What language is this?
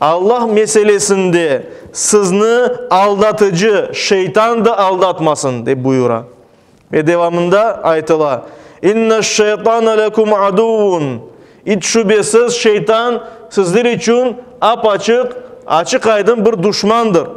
Crimean Tatar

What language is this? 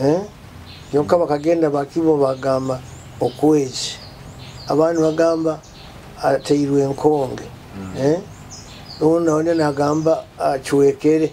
Nyoro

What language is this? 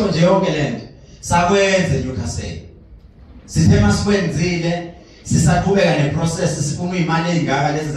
Zulu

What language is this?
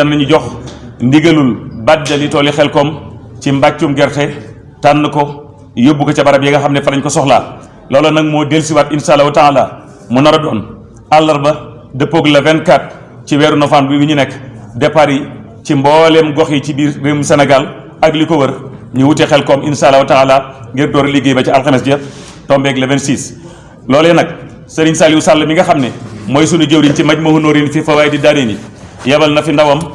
Wolof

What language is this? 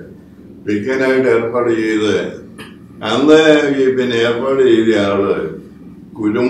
Malayalam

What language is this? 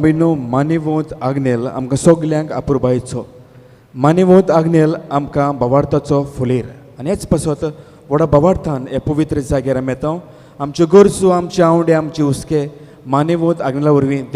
Konkani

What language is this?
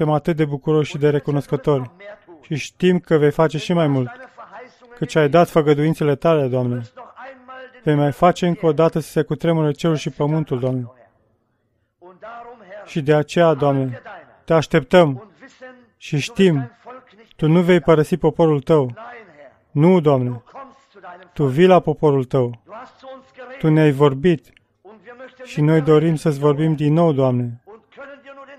Romanian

